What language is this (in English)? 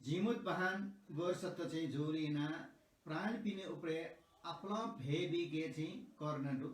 Newari